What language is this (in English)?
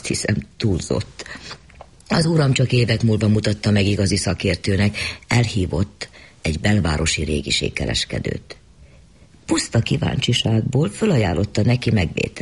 Hungarian